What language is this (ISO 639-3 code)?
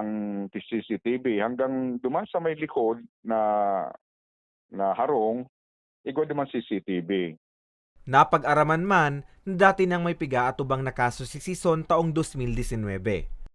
bik